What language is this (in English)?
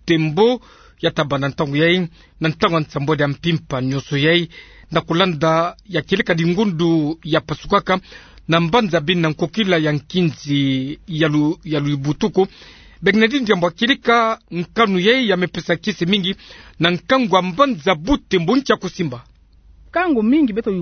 Kituba (Democratic Republic of Congo)